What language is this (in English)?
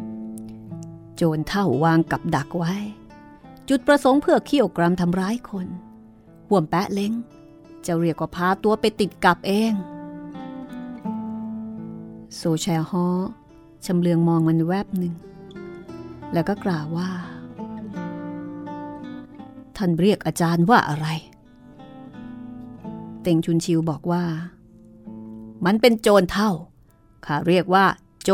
Thai